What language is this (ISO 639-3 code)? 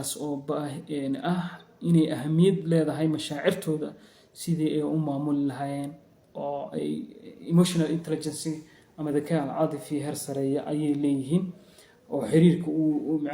som